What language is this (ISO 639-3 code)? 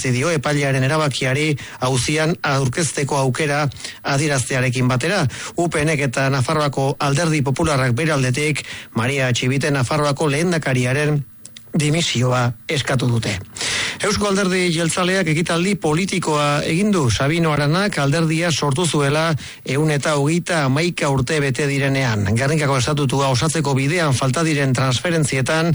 eus